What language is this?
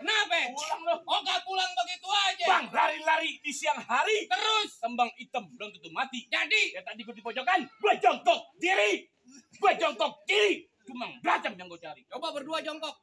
Betawi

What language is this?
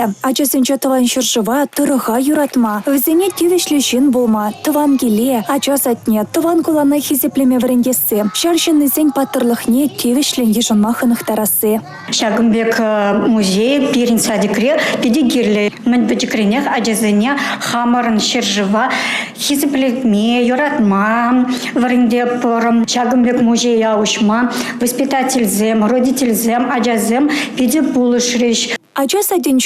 Chuvash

